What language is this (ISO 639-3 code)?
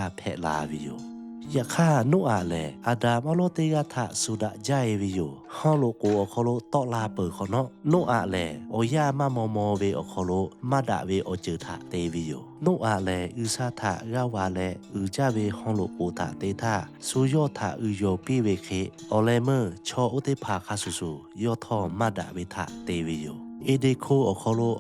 lhu